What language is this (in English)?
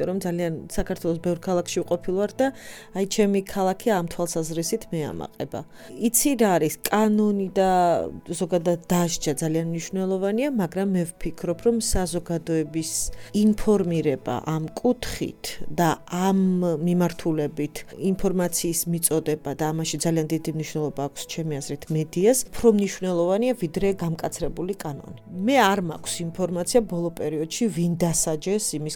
Georgian